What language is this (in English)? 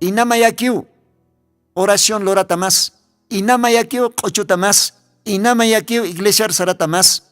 Aymara